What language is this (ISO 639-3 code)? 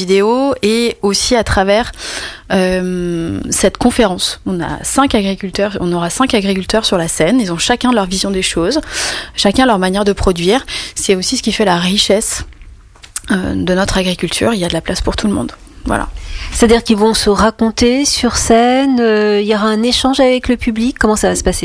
fra